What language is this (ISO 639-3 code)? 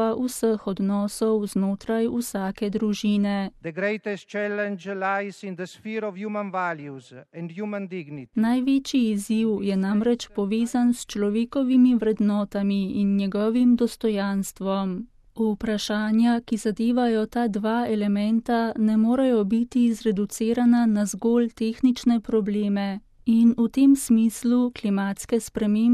slv